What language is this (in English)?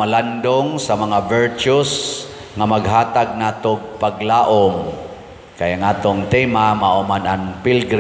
Cebuano